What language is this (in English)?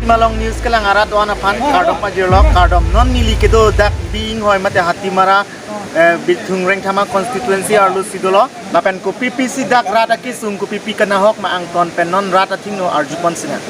Karbi